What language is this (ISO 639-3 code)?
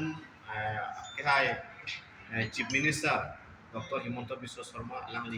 mjw